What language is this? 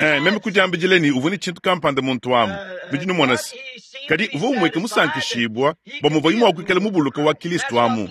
Luba-Lulua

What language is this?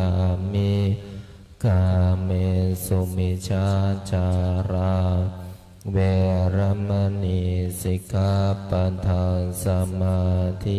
Pali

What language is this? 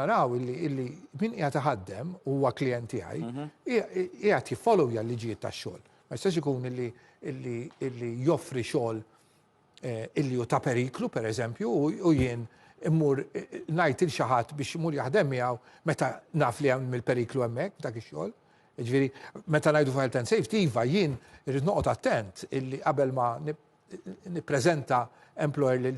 Maltese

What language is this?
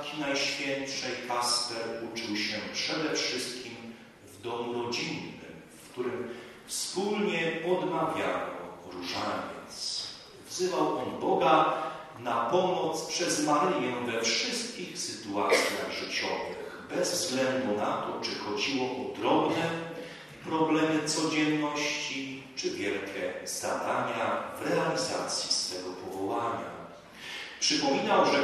Polish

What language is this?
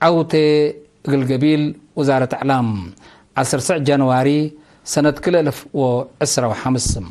Tigre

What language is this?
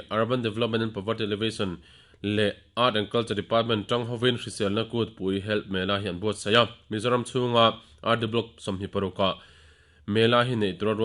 Mizo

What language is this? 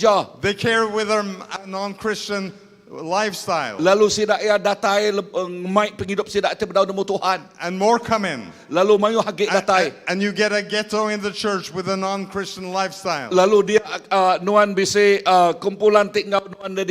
Iban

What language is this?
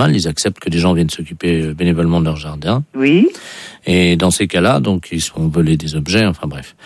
French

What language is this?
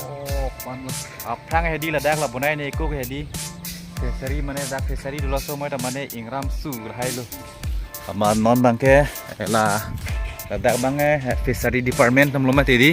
Karbi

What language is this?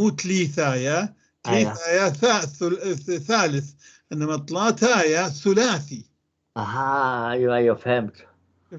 North Levantine Arabic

